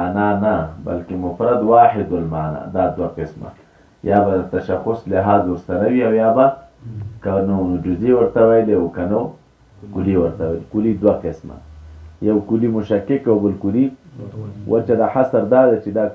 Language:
Pashto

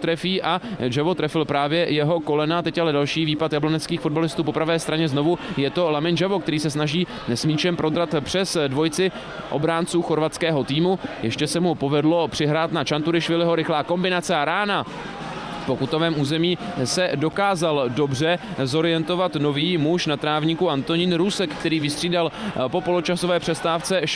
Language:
Czech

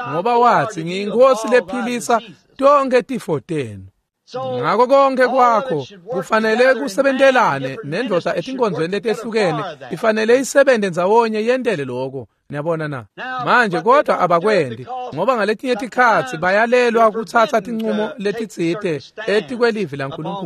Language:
Swati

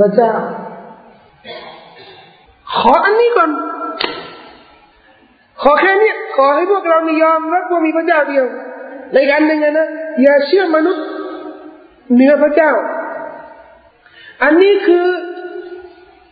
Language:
Thai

